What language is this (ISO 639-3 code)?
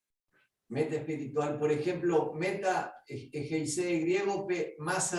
grn